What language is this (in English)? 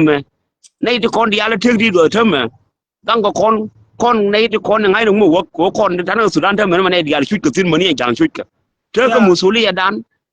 Nuer